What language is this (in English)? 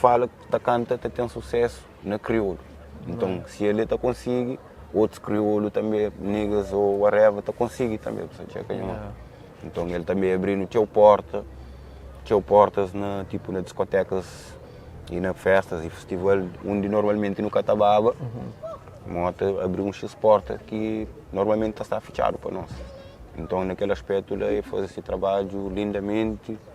Kabuverdianu